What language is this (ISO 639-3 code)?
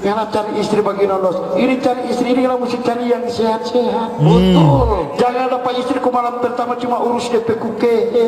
xmm